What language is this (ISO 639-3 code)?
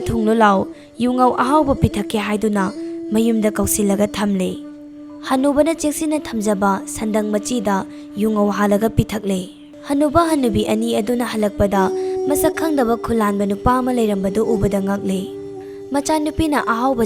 mni